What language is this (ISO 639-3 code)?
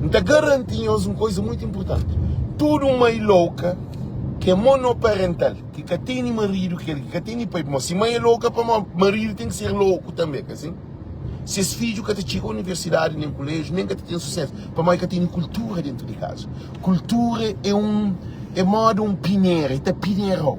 kea